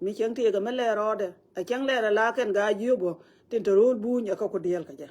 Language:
Nuer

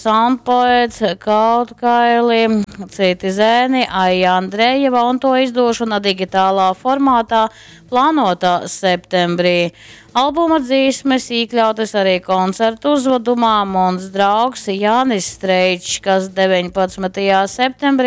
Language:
Latgalian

